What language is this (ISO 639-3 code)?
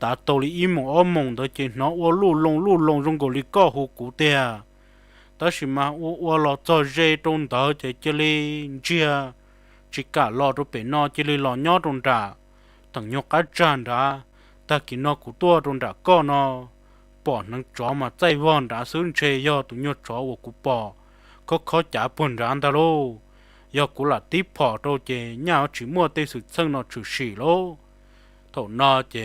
hmn